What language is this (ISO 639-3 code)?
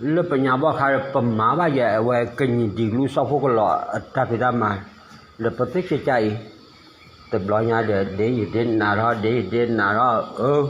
ksw